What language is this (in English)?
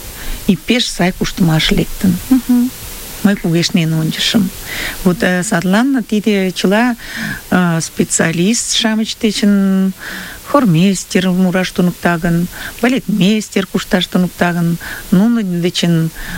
Mari